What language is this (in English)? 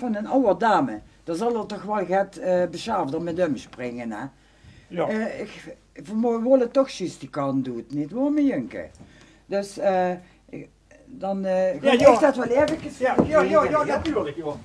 Limburgish